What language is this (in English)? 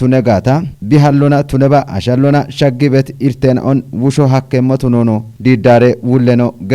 Kafa